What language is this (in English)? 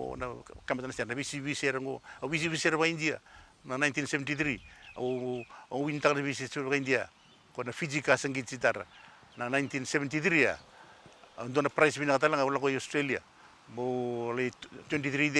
Fijian